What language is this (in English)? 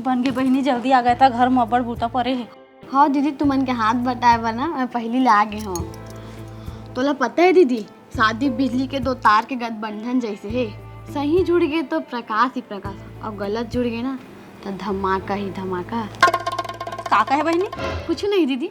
Chhattisgarhi